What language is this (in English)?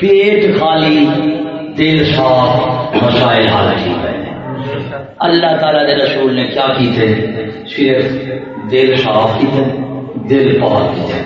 Saraiki